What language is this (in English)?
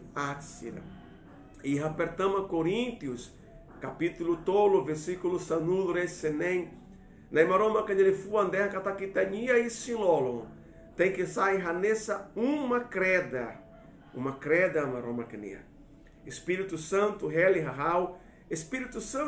Tetum